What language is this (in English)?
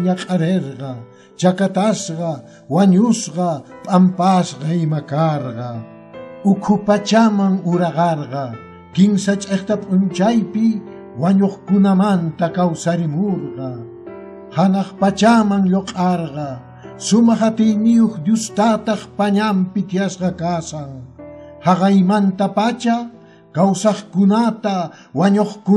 Quechua